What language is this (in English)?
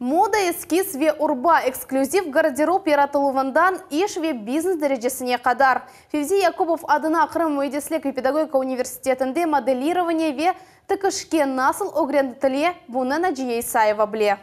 Crimean Tatar